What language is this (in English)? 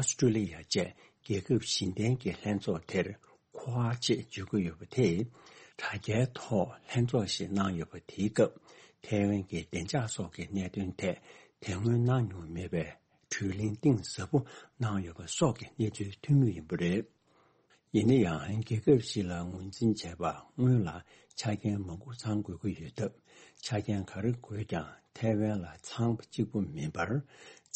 Tibetan